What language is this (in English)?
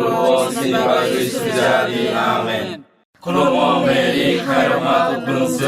Kok Borok